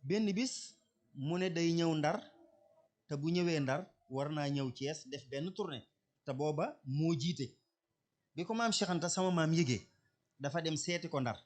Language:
Wolof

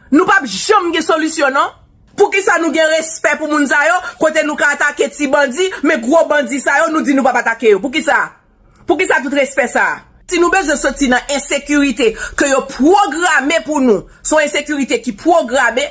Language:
Haitian Creole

